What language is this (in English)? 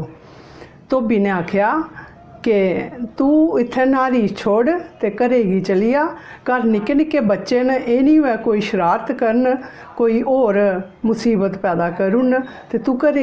Dogri